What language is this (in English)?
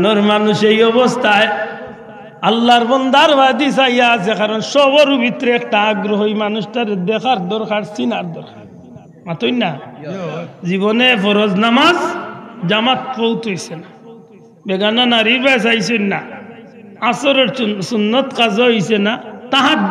Sylheti